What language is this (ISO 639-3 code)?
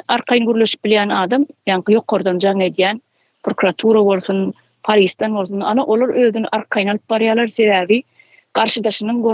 tuk